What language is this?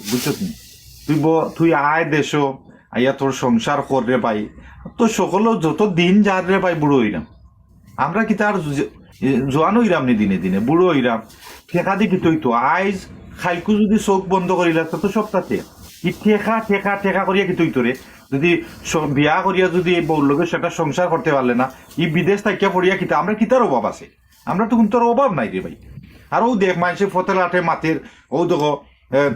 Sylheti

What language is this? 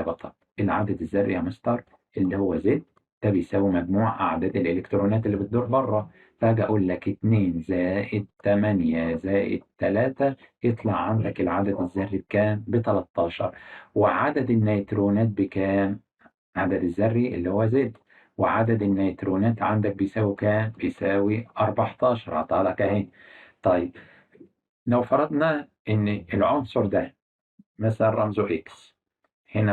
Egyptian Arabic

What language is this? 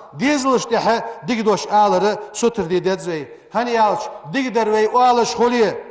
Ingush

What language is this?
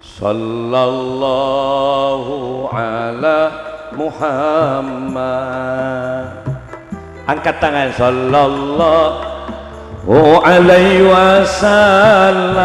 Madurese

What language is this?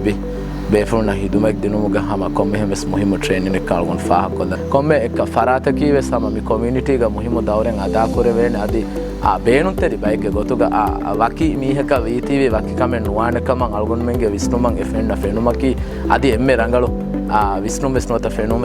Divehi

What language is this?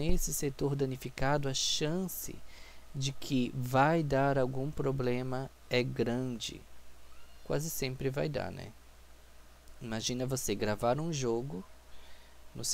Portuguese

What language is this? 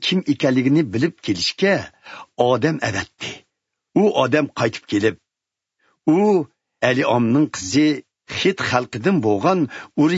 Uyghur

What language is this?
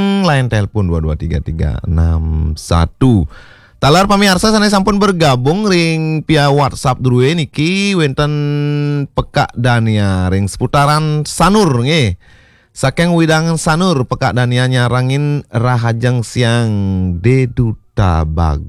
Balinese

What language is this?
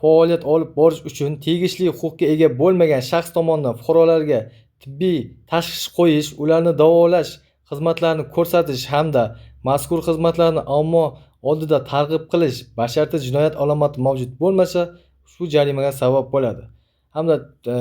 Uzbek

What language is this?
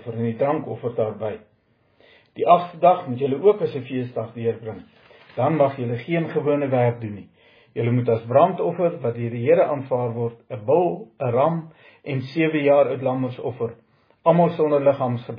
Afrikaans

